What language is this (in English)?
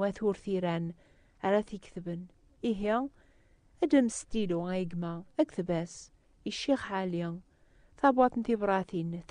Kabyle